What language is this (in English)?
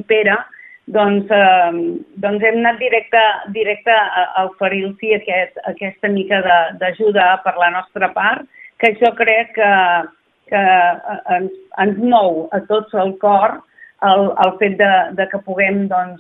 Catalan